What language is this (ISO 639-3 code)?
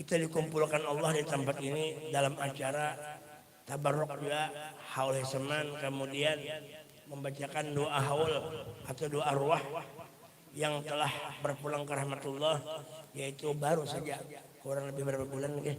bjn